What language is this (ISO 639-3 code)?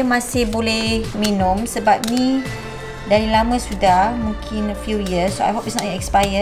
msa